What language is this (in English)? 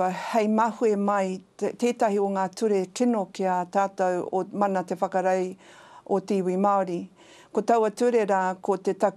Māori